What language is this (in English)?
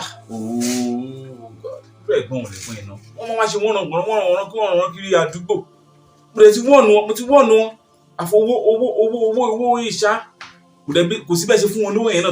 Yoruba